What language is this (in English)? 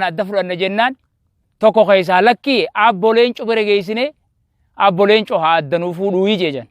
Oromo